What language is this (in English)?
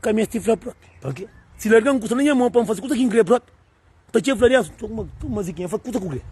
Kabuverdianu